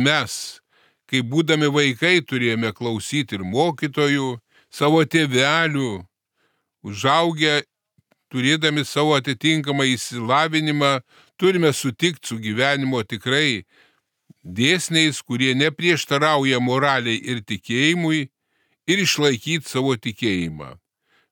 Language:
Lithuanian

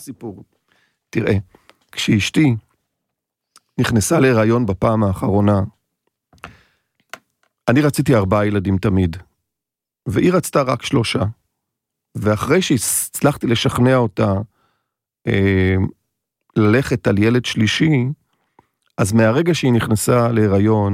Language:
Hebrew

